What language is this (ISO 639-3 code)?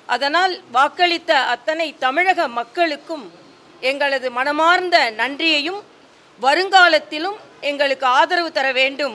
tam